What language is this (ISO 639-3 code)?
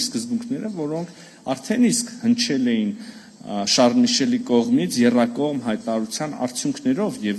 hye